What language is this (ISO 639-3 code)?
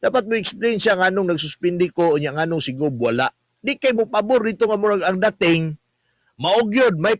ceb